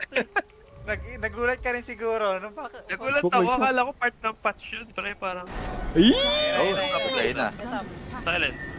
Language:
Filipino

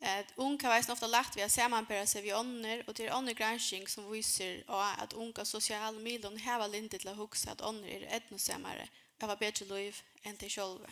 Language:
Faroese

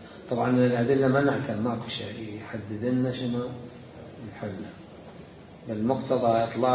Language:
Mesopotamian Arabic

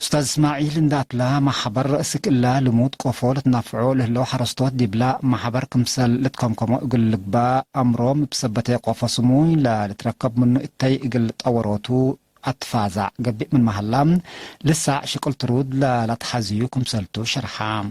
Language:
Tigre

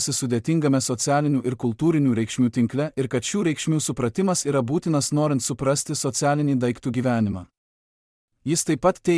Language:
Lithuanian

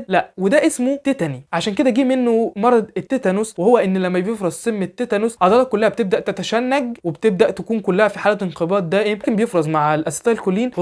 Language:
Egyptian Arabic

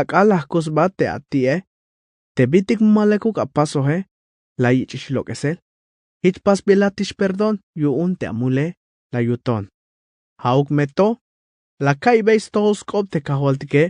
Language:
Tzeltal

